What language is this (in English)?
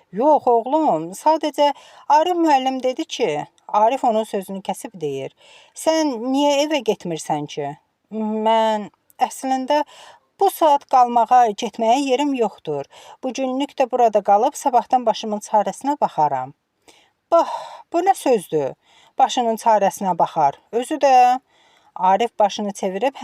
Azerbaijani